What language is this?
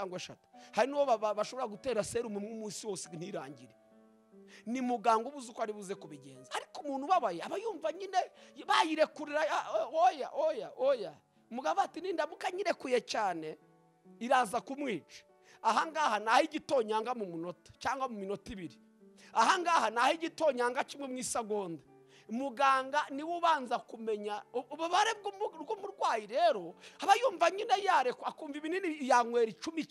Kinyarwanda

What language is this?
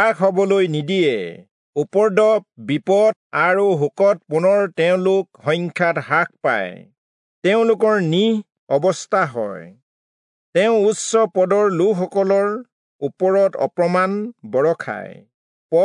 Assamese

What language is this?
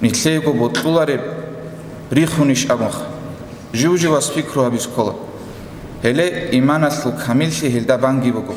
Avaric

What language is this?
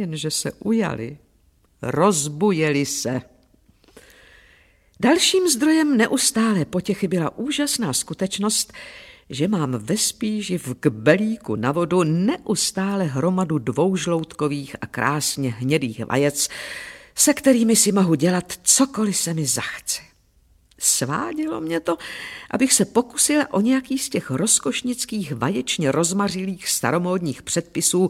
Czech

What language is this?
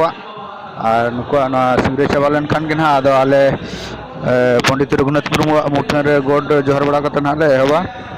Santali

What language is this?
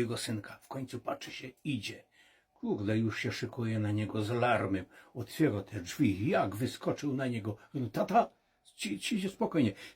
Silesian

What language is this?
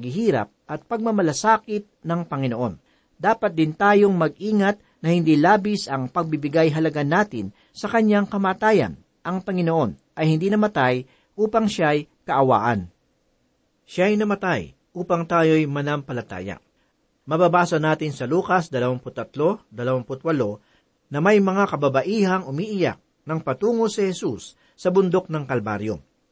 Filipino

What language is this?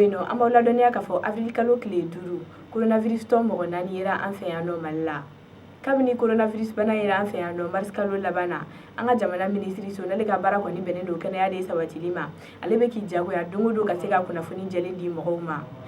Bambara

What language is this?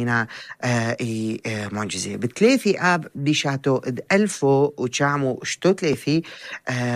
North Levantine Arabic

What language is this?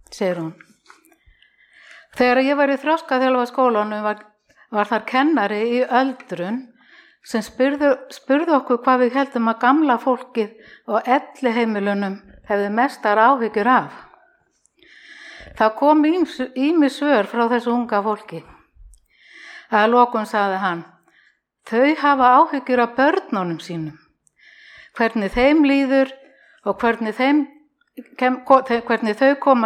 Icelandic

